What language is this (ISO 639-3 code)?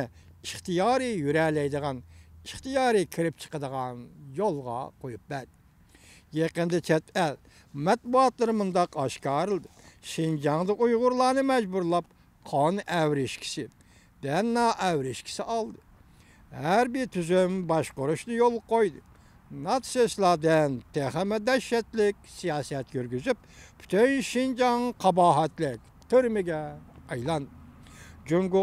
uig